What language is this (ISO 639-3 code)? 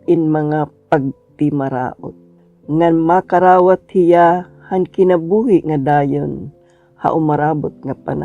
war